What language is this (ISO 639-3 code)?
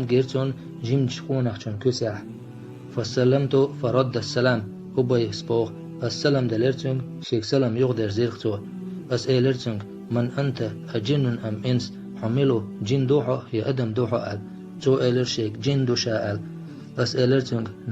che